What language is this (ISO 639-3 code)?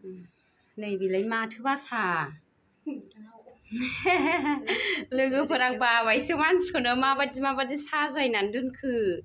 brx